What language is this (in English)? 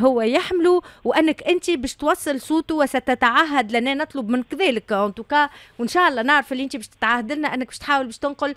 Tunisian Arabic